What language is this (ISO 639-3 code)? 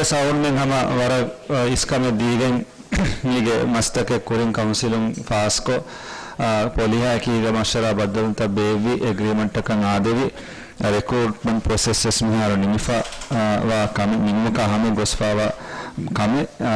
div